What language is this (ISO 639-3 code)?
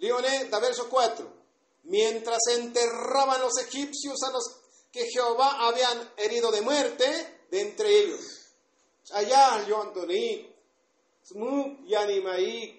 tzo